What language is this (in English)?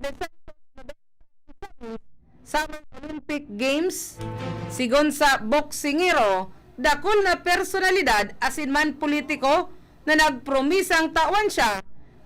Bikol